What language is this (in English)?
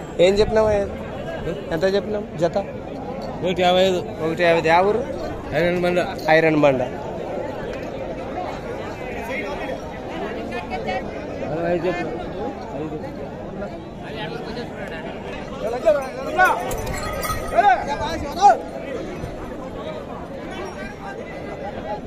Telugu